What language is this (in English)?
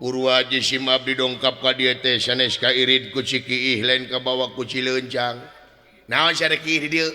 Sundanese